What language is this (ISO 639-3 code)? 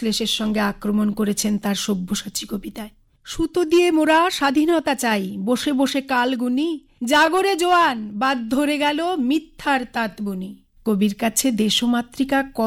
ben